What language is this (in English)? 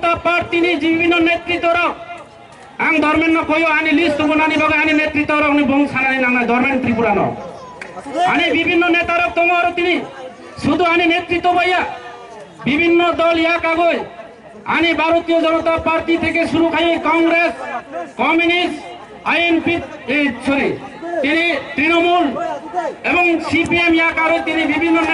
Kok Borok